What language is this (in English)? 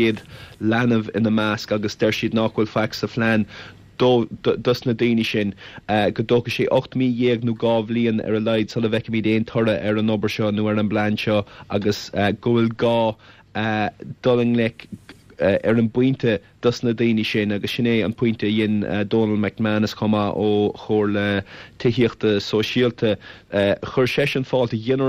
Irish